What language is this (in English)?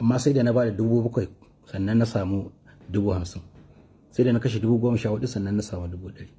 Hausa